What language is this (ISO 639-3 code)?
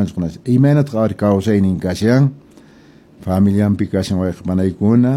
que